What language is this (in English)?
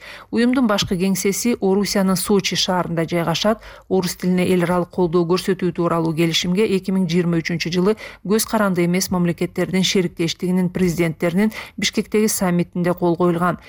Kyrgyz